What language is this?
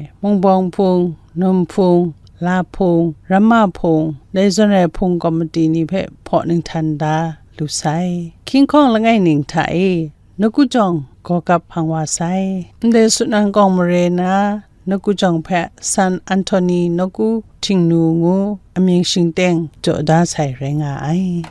Kachin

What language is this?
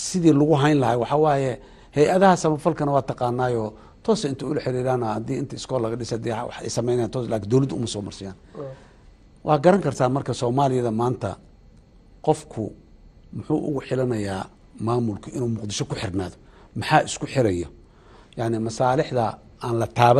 Somali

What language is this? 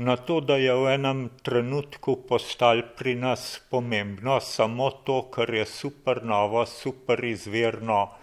Slovenian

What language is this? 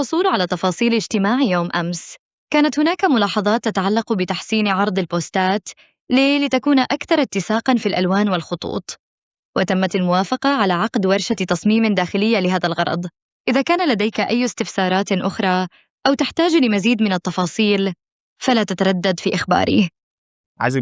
Egyptian Arabic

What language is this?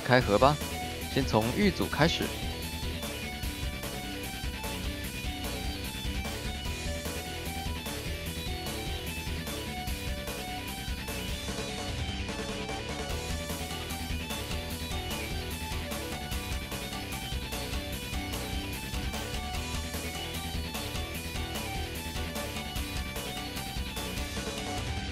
Chinese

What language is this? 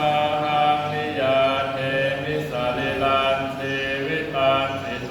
Pali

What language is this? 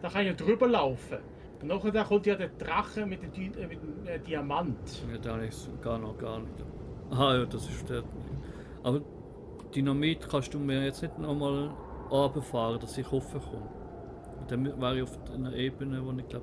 Swiss German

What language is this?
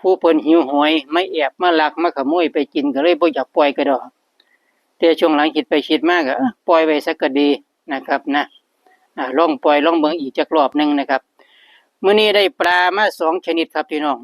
Northeastern Thai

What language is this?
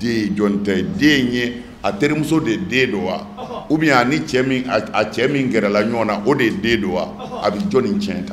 Bambara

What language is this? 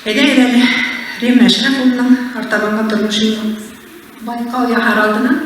Bashkir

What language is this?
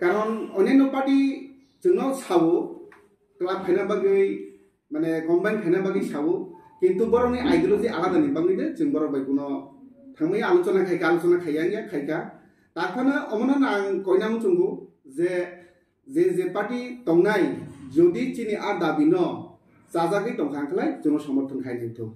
Kok Borok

